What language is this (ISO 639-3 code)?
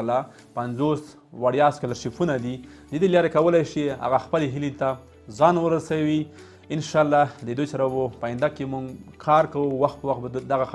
pus